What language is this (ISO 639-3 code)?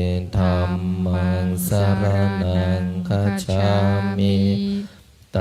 pli